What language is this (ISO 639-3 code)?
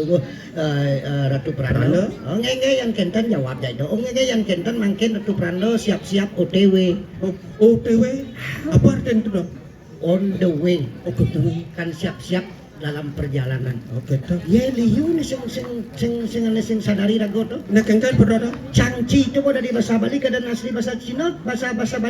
ban